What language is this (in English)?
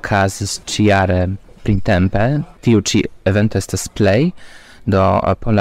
Esperanto